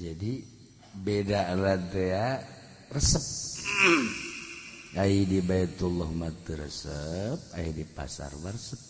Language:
Sundanese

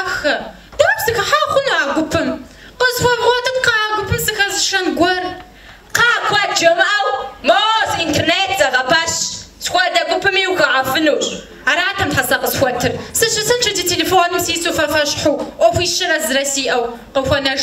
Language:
Kabardian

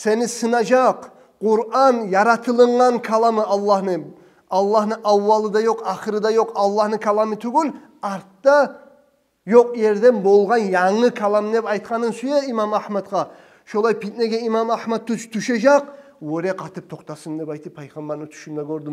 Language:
Kumyk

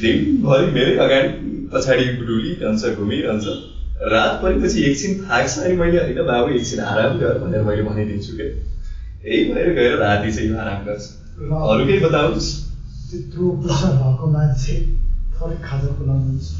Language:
Nepali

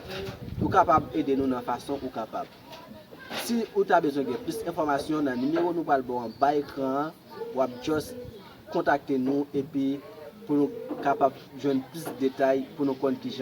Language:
Haitian Creole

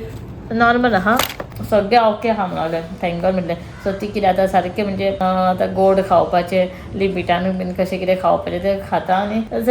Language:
Konkani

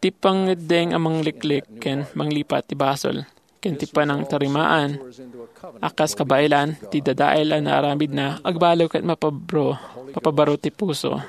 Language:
Iloko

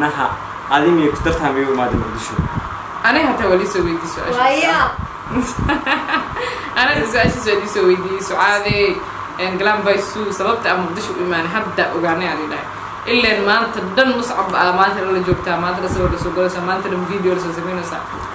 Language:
Somali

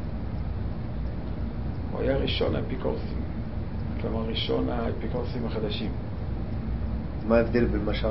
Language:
Hebrew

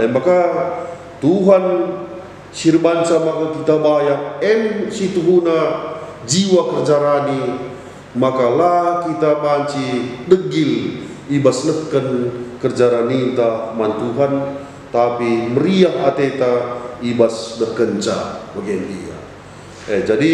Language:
Batak Karo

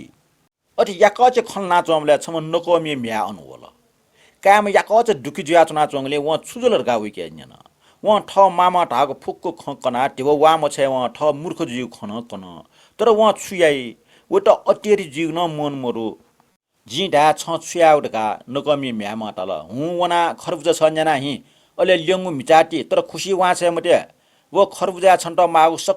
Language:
Newari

